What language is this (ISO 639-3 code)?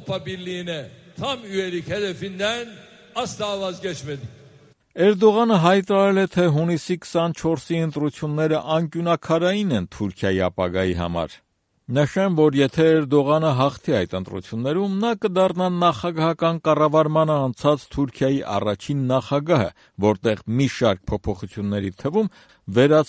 hye